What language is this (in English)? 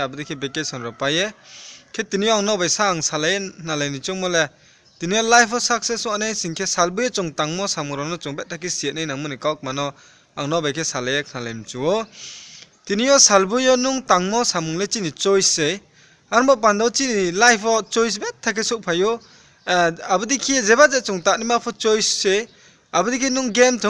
Riang (India)